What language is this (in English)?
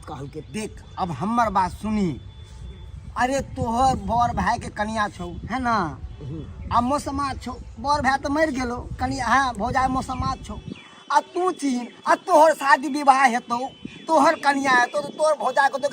Maithili